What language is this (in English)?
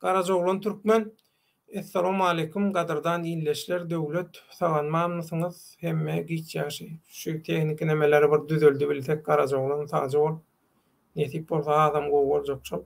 Turkmen